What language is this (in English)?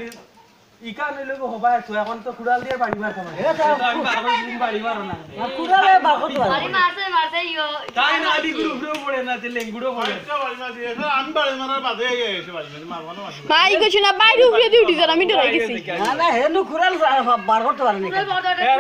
Sylheti